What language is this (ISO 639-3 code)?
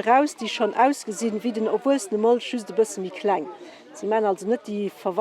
ltz